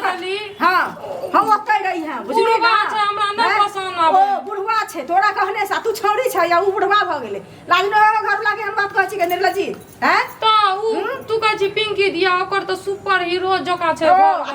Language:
Maithili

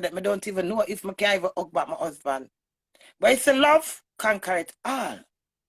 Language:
Jamaican Creole English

